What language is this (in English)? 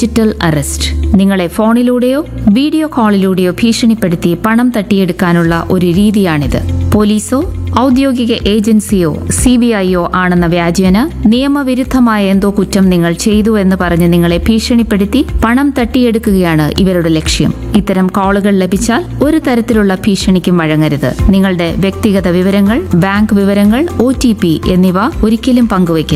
Malayalam